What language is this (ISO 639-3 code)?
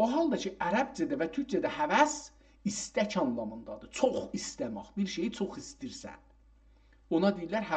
azb